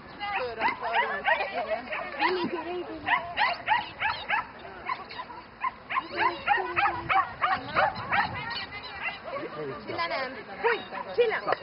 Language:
Hungarian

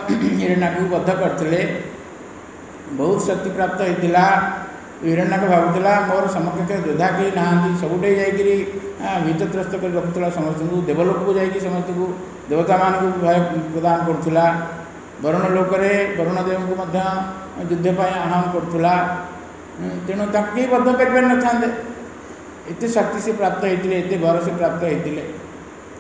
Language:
Odia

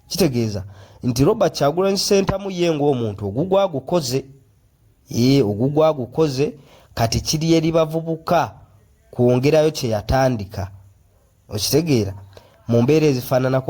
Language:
Ganda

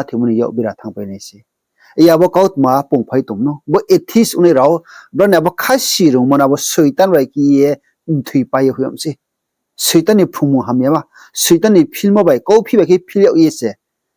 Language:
Riang (India)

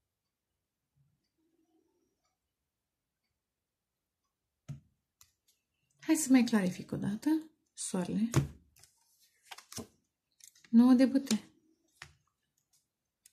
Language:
Romanian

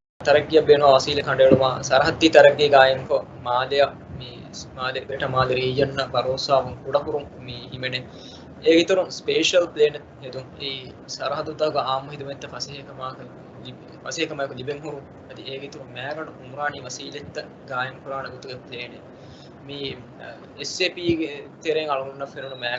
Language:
Divehi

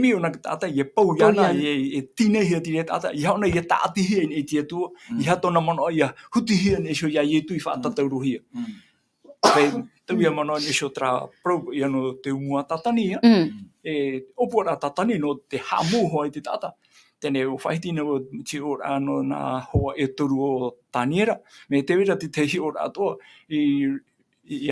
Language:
Tahitian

